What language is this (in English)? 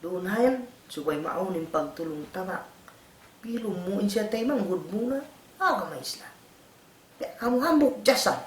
Tausug